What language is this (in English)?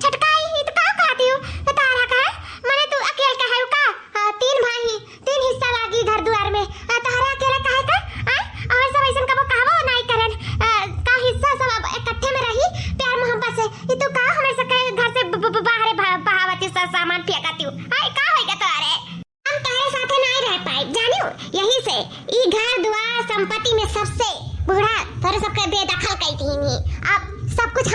Awadhi